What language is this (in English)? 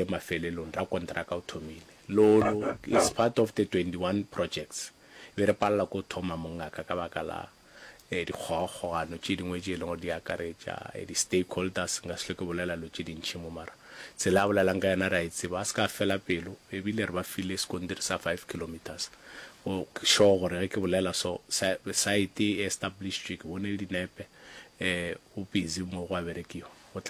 Northern Sotho